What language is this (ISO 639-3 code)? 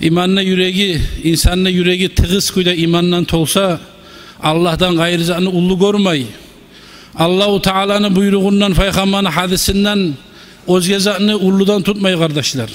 kum